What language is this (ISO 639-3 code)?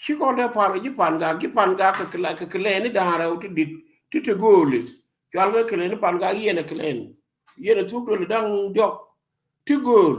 nus